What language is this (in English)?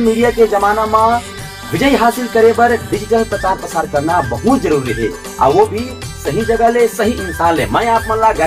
Chhattisgarhi